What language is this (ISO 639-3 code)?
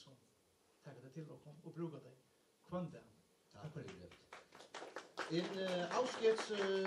fao